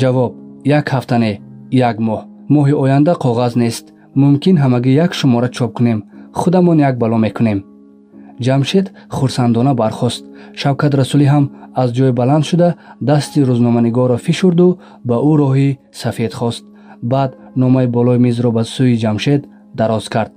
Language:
Tajik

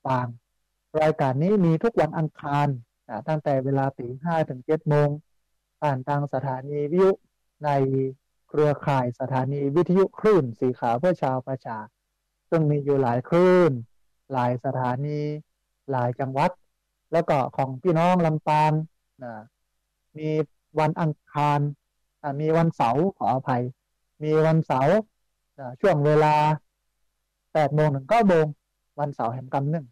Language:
Thai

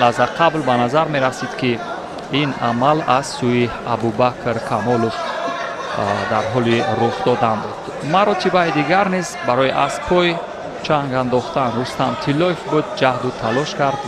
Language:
Tajik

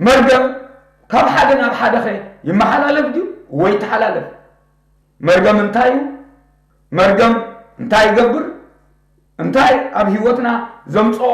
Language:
Tigrinya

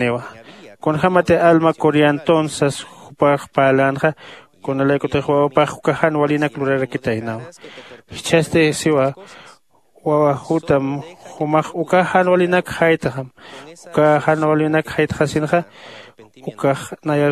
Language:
Aymara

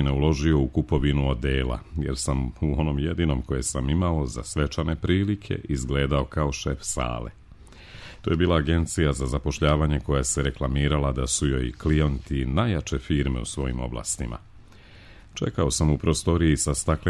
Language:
Serbian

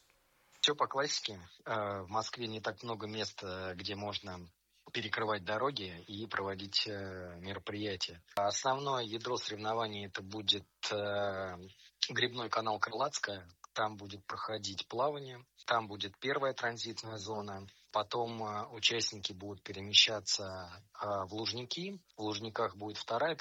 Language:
Russian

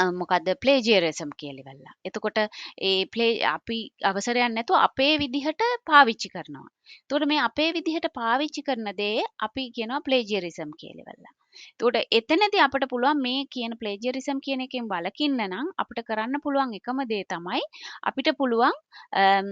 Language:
Sinhala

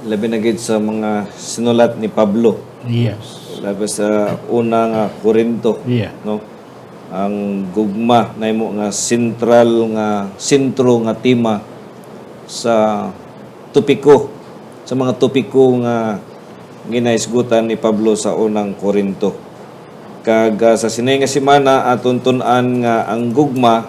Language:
Hiligaynon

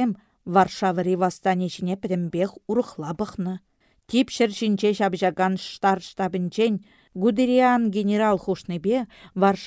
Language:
Chuvash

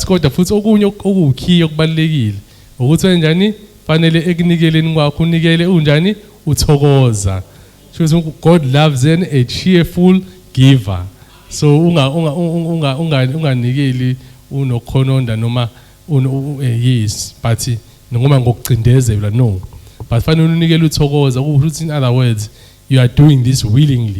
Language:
Zulu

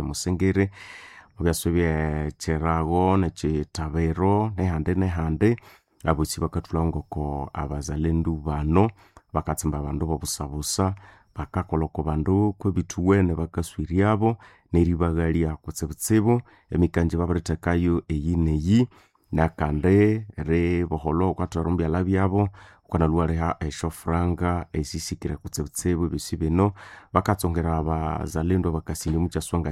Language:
Nande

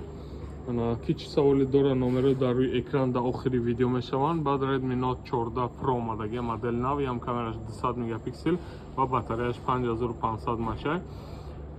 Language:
Tajik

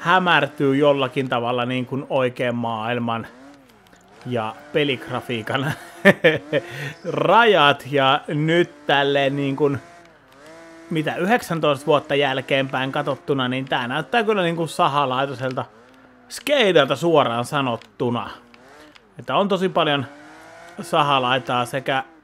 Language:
Finnish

